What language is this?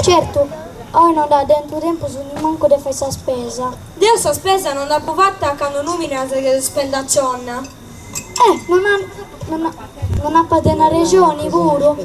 Sardinian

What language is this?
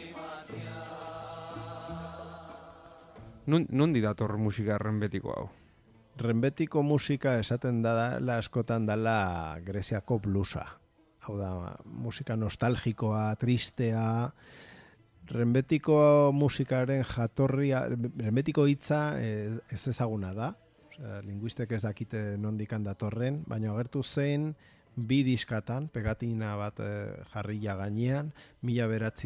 Basque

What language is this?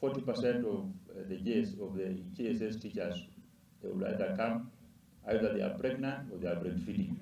Luo (Kenya and Tanzania)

